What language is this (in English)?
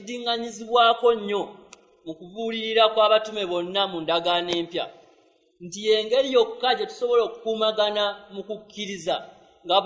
Ganda